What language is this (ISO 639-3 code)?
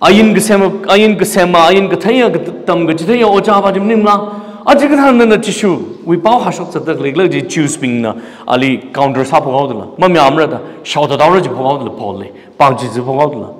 nmf